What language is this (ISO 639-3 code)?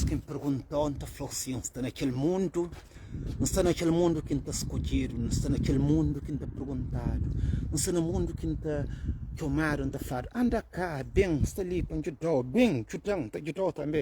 kea